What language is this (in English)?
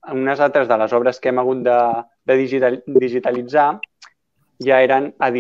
Catalan